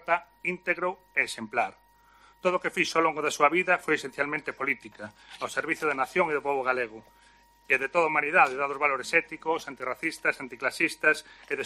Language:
Galician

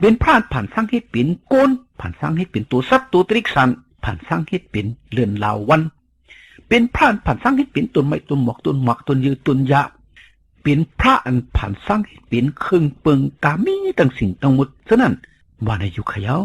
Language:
Shan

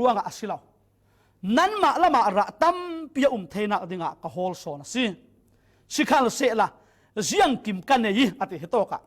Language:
Falam Chin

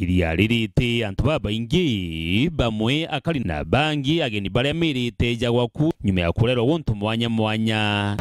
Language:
Meru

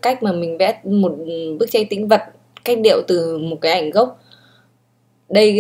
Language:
Vietnamese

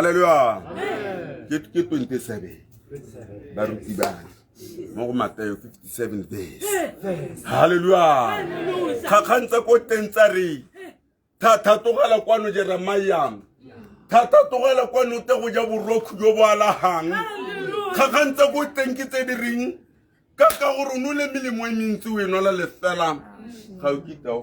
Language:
Tswana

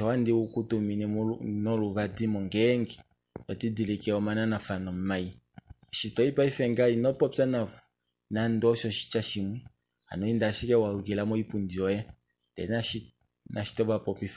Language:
Kuanyama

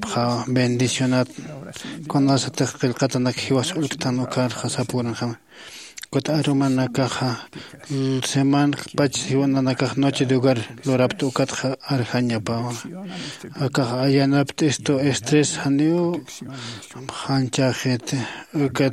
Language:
Aymara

